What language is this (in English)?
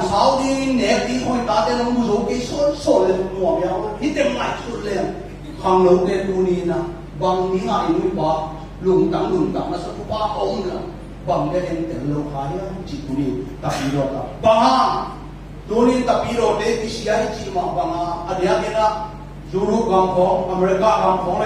Tedim Chin